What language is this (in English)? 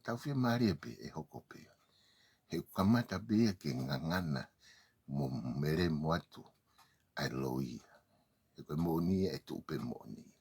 Tongan